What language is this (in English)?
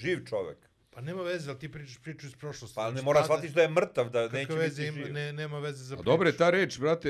Serbian